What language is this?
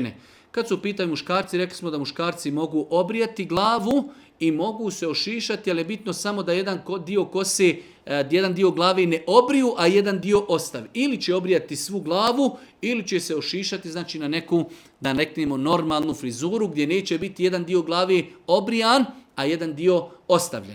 Bosnian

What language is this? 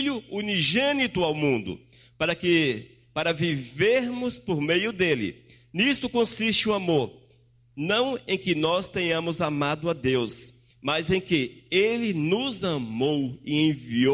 Portuguese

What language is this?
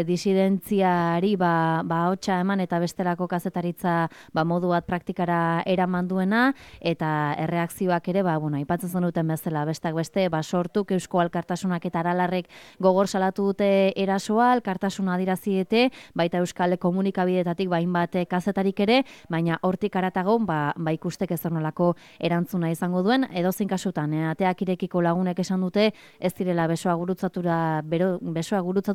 Basque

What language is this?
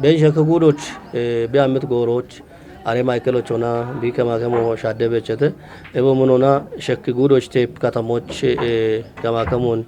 Kafa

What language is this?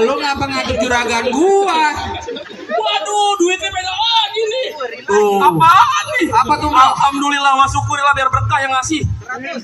Betawi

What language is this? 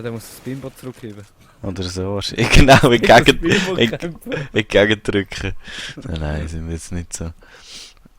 Swiss German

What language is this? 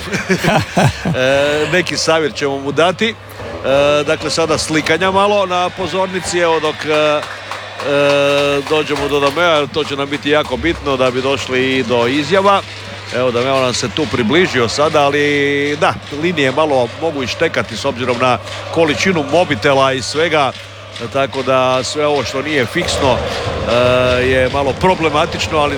Croatian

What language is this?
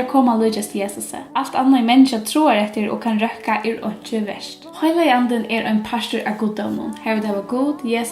Faroese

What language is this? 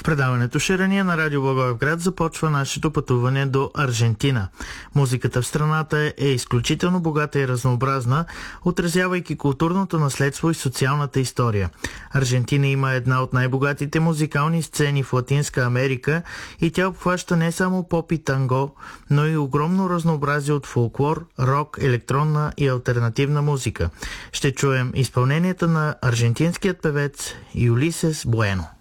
Bulgarian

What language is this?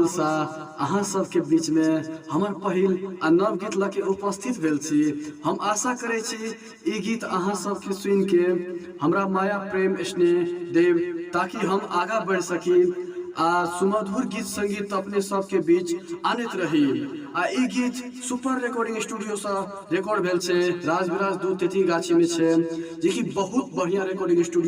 Maithili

